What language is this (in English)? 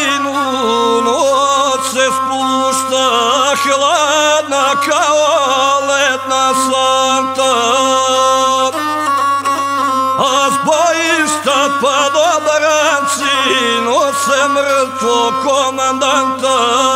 Serbian